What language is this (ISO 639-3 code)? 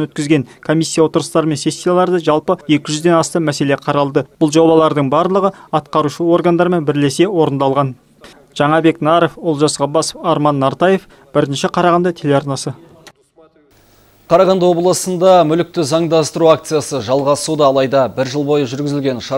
kaz